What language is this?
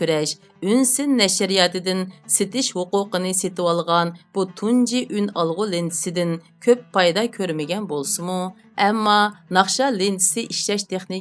Uyghur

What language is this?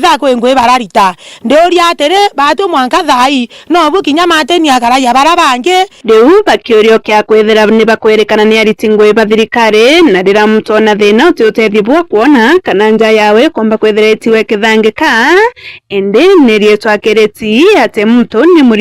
Meru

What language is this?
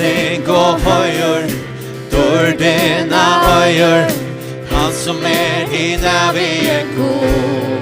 Faroese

